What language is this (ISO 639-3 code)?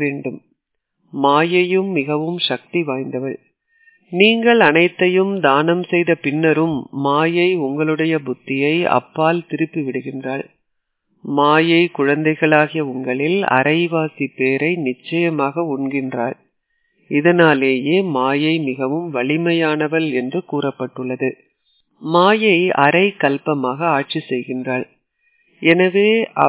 tam